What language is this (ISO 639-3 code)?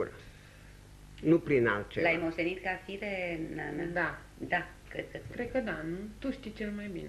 ron